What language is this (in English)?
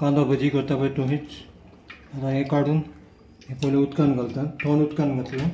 Konkani